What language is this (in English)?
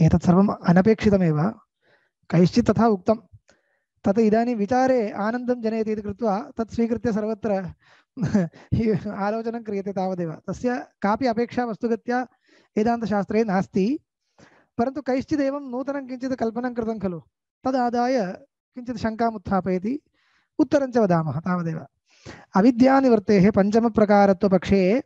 Sanskrit